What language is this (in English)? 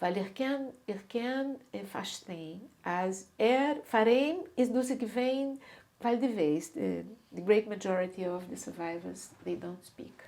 Yiddish